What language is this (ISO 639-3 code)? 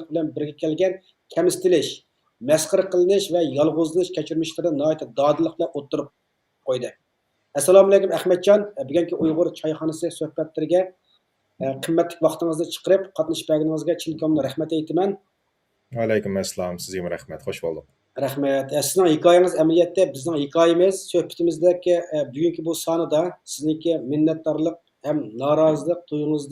uig